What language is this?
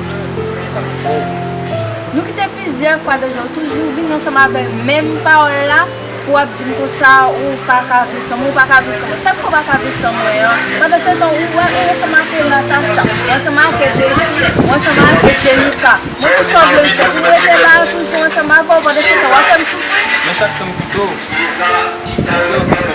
Haitian Creole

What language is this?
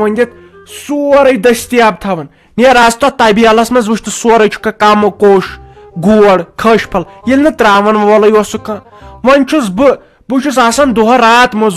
Kashmiri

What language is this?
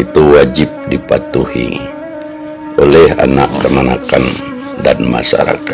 Minangkabau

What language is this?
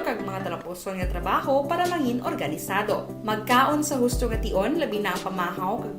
Hiligaynon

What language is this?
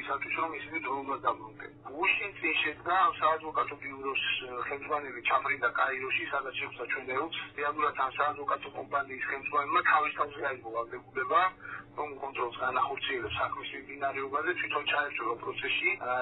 Georgian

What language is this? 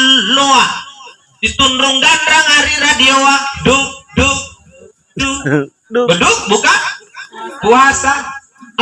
Makasar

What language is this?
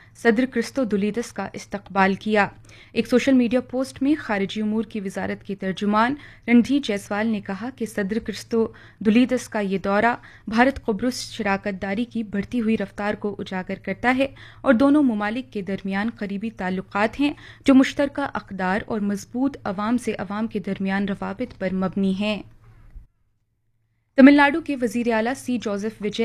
Urdu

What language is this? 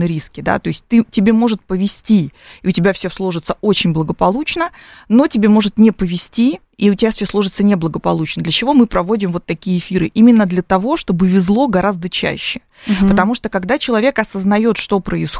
Russian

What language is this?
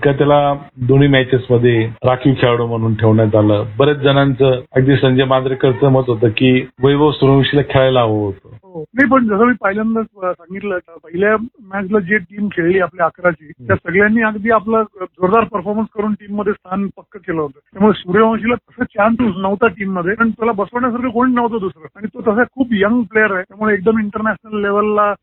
Marathi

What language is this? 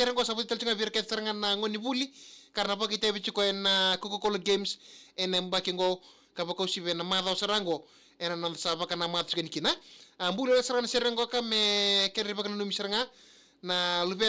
Fijian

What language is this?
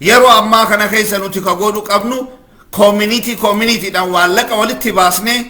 Oromo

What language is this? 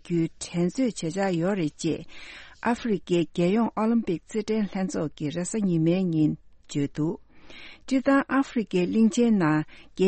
Tibetan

